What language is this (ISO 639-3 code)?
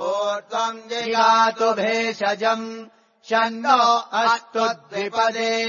san